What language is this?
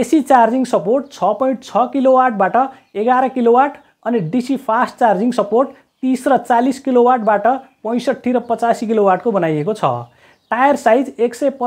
Nepali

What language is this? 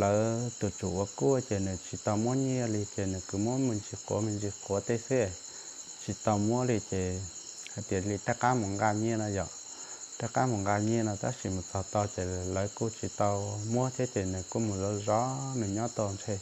Hmong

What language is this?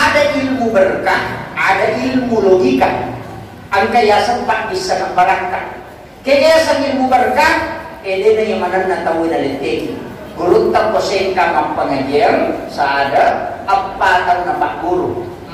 Buginese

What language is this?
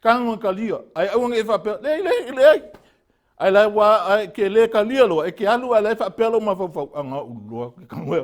Samoan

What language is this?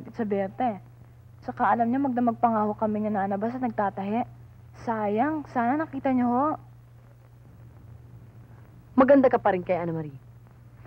Filipino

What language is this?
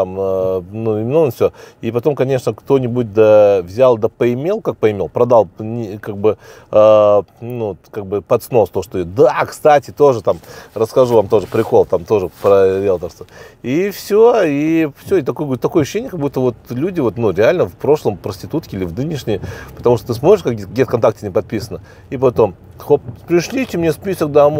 Russian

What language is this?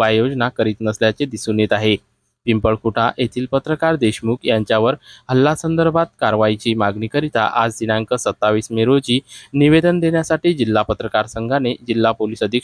Marathi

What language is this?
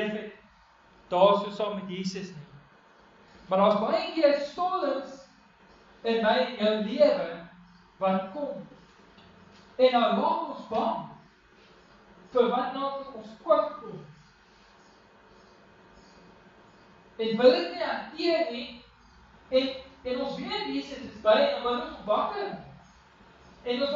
Afrikaans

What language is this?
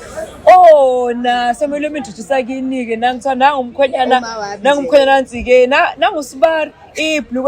Zulu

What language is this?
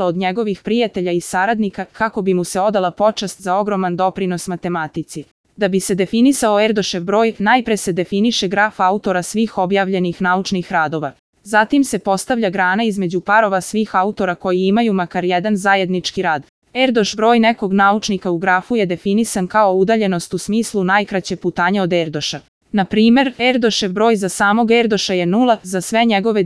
Serbian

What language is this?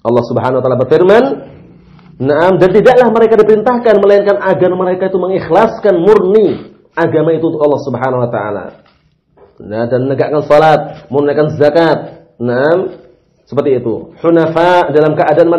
Indonesian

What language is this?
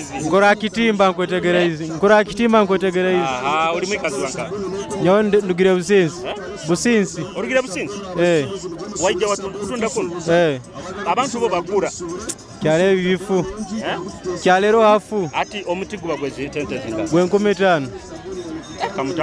Nyoro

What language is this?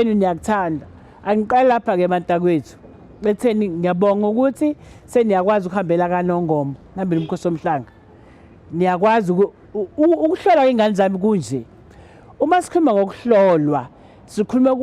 Zulu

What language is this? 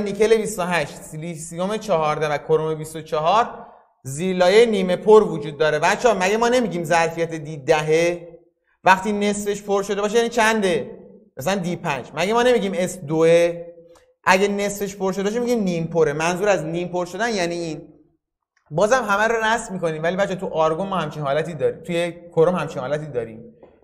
Persian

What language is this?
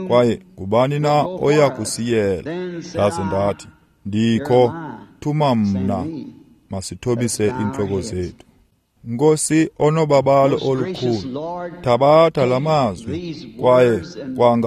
Xhosa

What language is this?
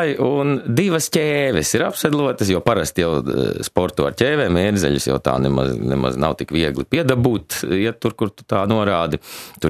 Latvian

